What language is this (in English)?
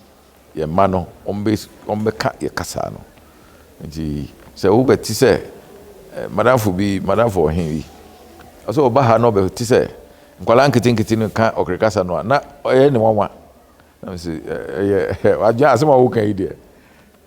Akan